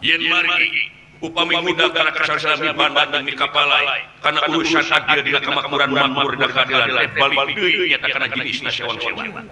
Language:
Sundanese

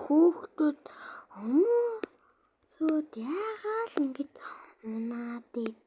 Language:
Mongolian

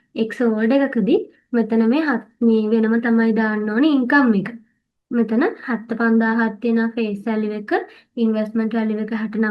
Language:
Sinhala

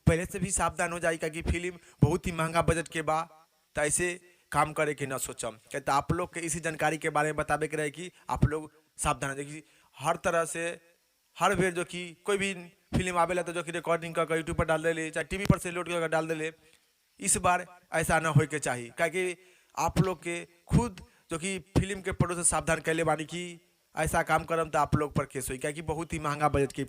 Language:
Bhojpuri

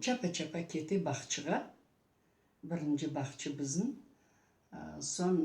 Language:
Crimean Tatar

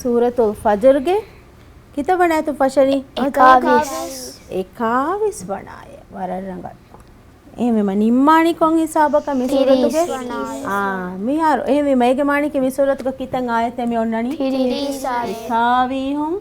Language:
Divehi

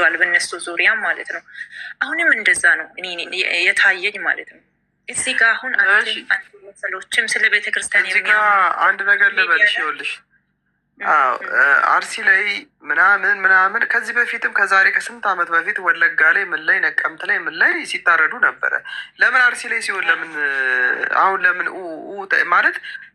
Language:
Amharic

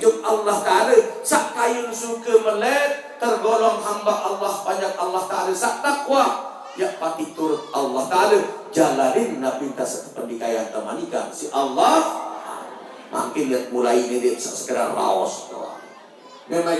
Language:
Sasak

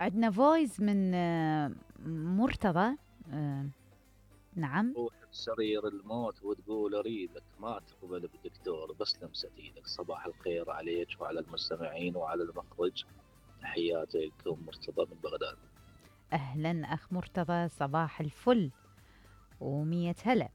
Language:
Mesopotamian Arabic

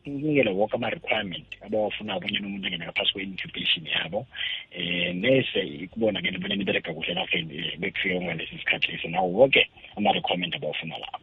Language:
South Ndebele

